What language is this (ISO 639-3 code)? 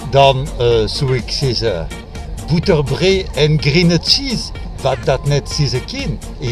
fry